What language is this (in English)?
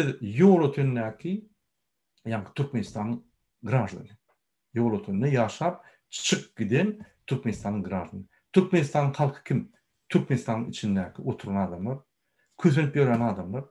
Turkmen